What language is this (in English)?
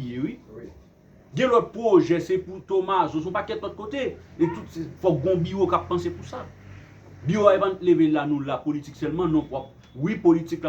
Haitian Creole